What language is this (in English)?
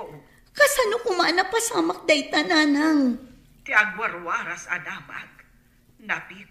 Iloko